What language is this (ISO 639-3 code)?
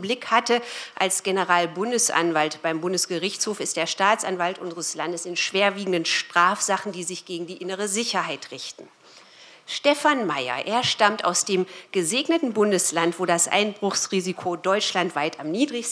deu